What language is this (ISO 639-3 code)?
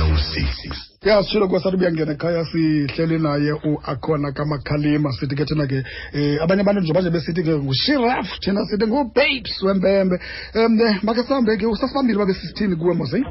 xho